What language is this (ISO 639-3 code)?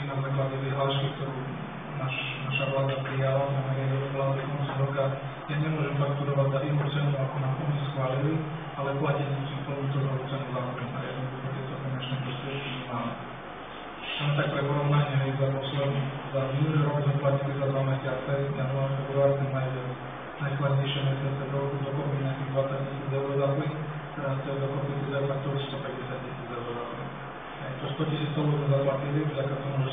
slk